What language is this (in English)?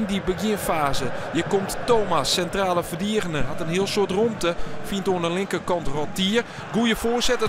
Western Frisian